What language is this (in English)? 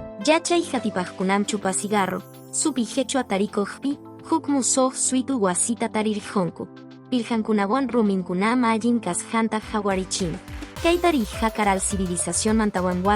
Quechua